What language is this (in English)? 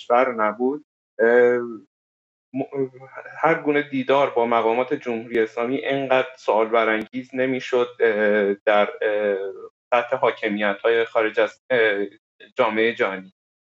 Persian